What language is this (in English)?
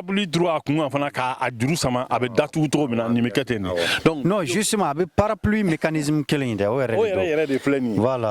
Bambara